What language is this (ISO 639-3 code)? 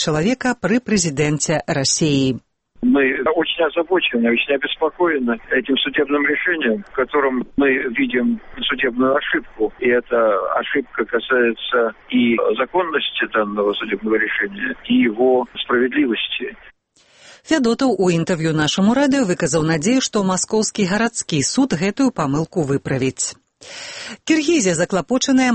bel